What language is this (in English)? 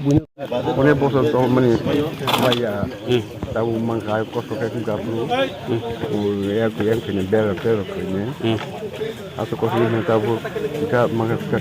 Kok Borok